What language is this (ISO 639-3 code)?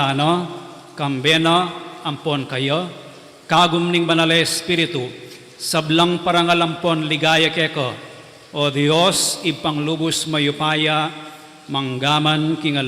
pam